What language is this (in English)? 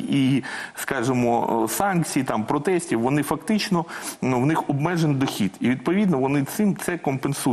Ukrainian